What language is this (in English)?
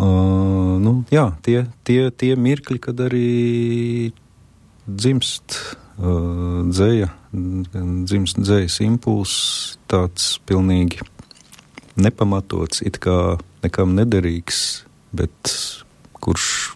Latvian